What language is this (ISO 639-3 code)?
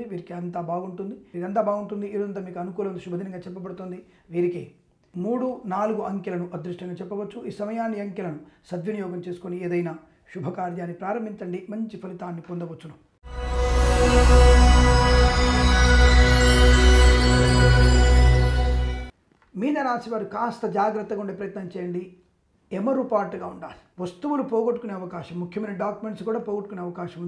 tel